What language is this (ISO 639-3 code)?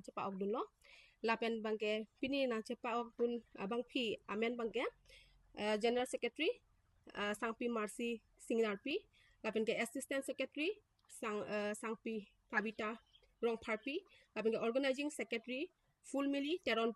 mjw